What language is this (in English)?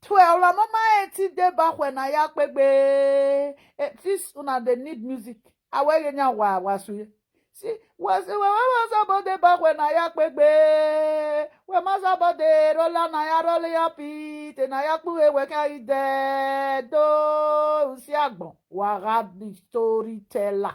Nigerian Pidgin